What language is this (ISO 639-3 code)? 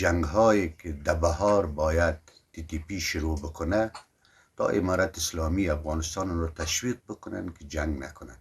pus